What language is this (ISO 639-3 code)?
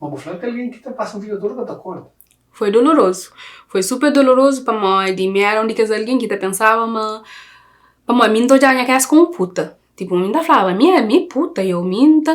kea